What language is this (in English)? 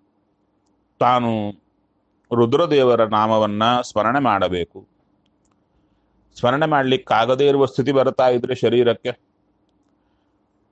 Kannada